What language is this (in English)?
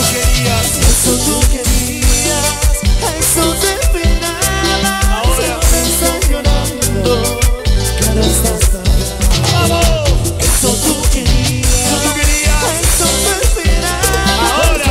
Spanish